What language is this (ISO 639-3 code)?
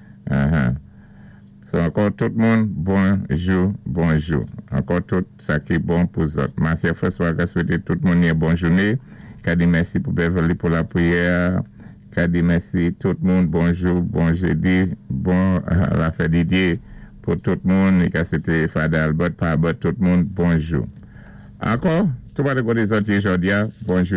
acf